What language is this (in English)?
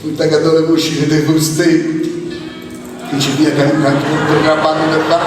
Sardinian